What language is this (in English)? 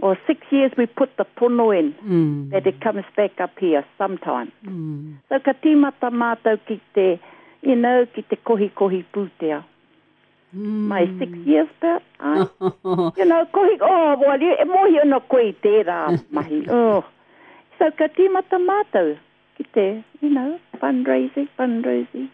Māori